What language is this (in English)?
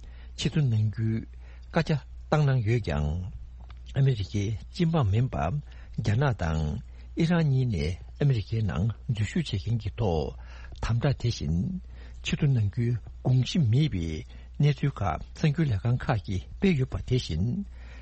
Tibetan